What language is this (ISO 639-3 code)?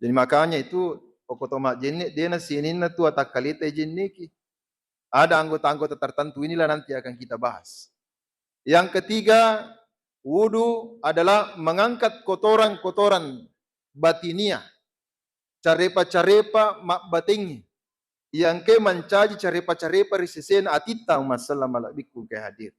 bug